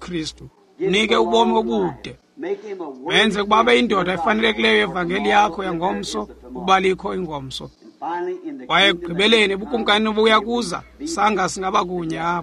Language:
Xhosa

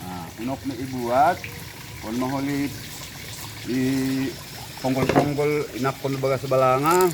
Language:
Batak Simalungun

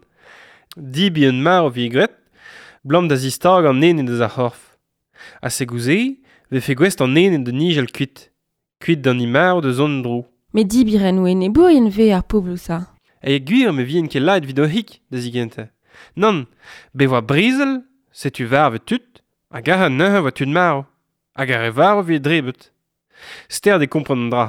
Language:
Breton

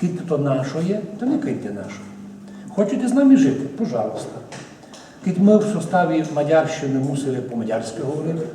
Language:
Rusyn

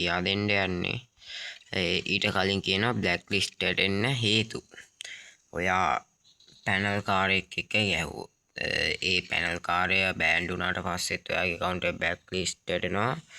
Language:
Sinhala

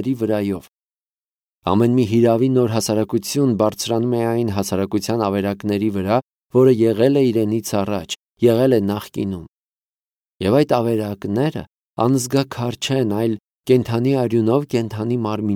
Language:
Armenian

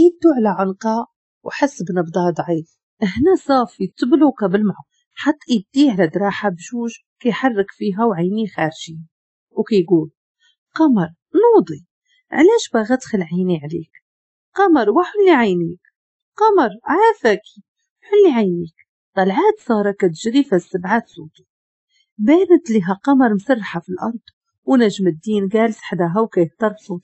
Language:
Moroccan Arabic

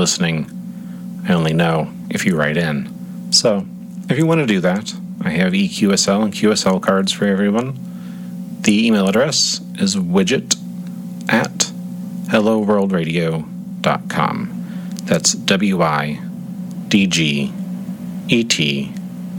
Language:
English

